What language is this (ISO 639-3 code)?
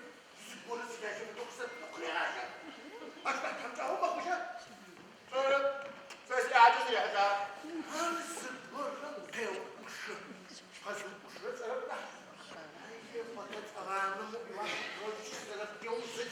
ady